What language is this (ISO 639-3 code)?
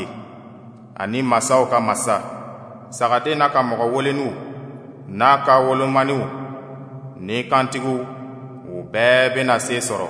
dyu